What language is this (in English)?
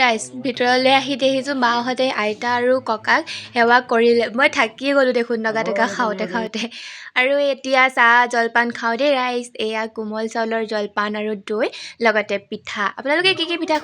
Assamese